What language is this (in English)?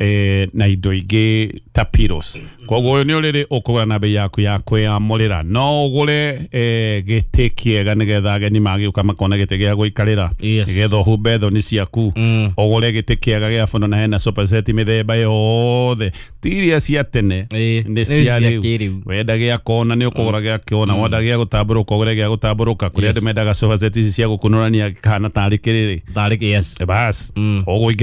Kikuyu